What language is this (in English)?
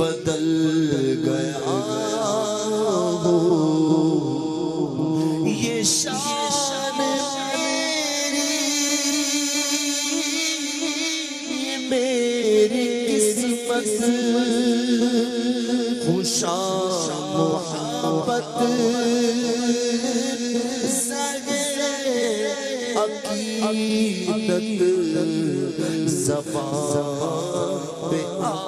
Urdu